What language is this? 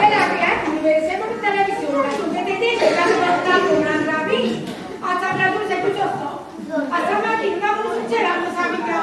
Neapolitan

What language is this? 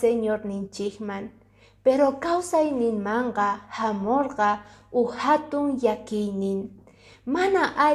Quechua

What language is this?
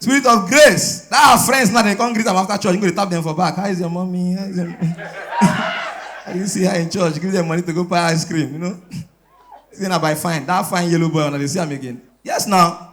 Nigerian Pidgin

